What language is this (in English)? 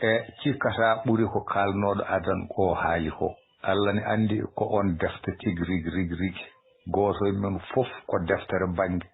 Fula